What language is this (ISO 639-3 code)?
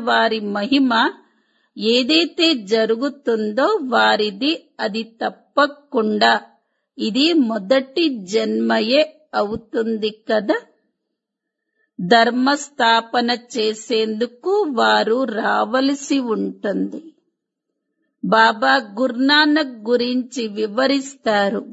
tel